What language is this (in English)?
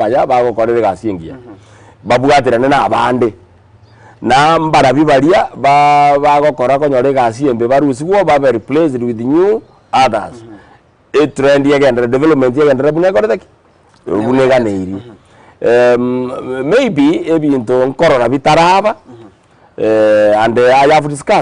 Gusii